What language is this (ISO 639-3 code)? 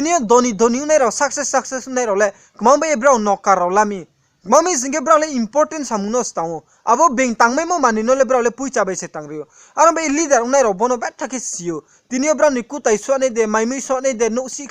ria